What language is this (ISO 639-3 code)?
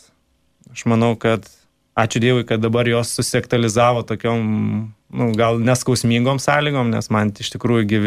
lit